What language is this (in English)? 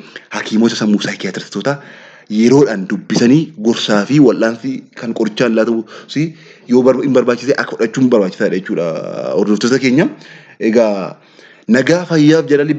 Oromo